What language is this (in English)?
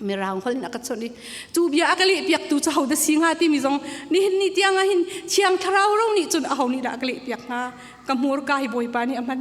Hakha Chin